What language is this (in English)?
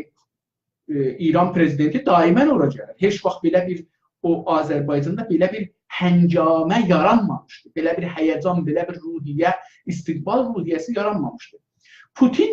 South Azerbaijani